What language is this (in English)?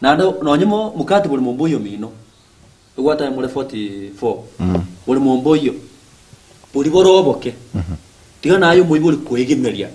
Gusii